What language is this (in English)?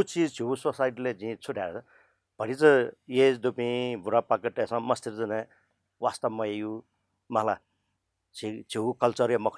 Newari